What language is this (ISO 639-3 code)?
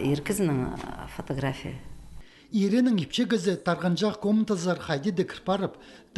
kjh